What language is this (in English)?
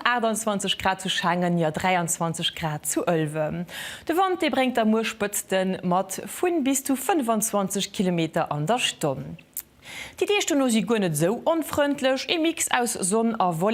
Luxembourgish